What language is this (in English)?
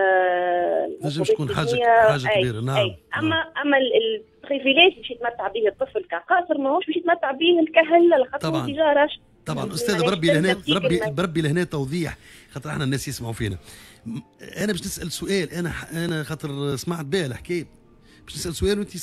Tunisian Arabic